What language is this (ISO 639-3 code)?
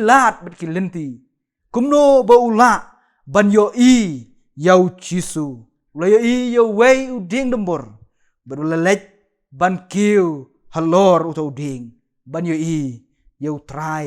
kha